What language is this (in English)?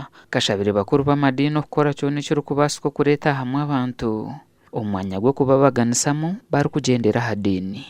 Nyankole